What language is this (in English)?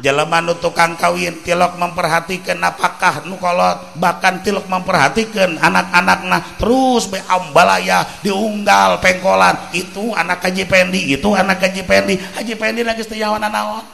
Sundanese